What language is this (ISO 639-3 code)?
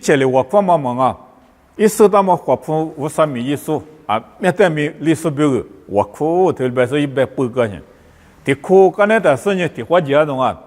lis